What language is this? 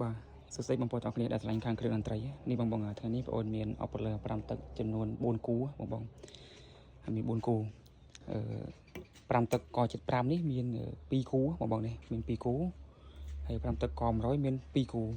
Khmer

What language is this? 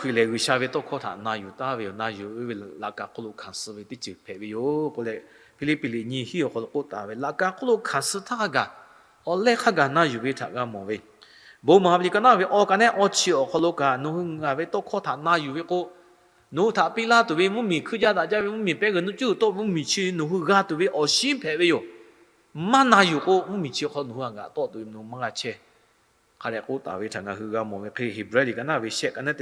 Lahu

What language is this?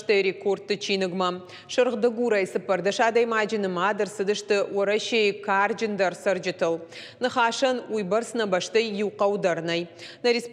Ossetic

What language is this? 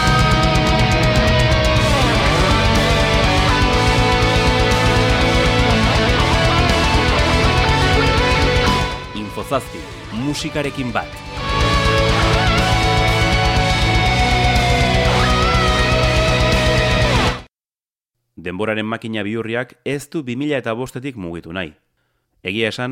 Basque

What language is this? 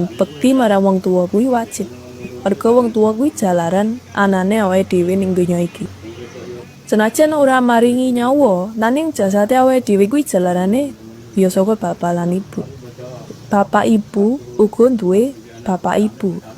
Javanese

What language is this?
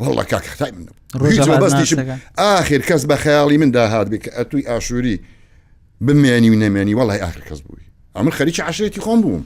Central Kurdish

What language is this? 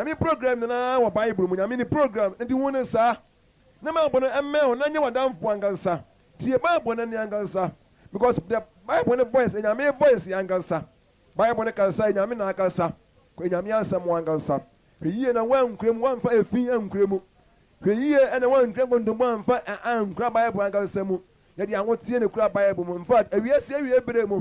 Akan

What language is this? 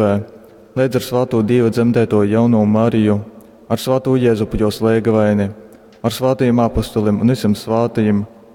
Latgalian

